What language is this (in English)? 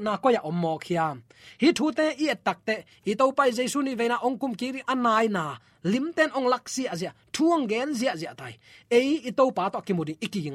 Tedim Chin